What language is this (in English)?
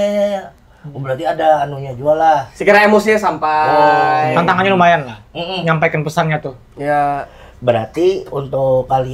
Banjar